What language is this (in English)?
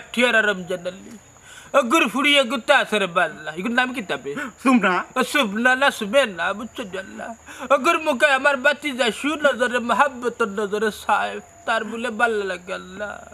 Sylheti